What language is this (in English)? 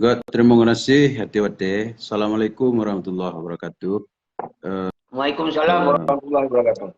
Achinese